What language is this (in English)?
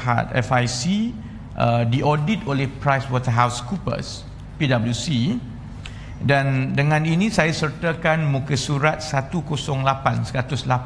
Malay